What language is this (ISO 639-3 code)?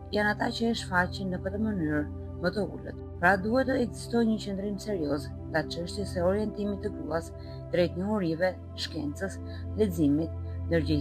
sqi